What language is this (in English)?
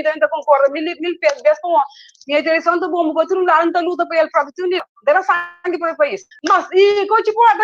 Kabuverdianu